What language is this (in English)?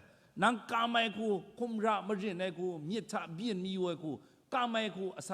Kachin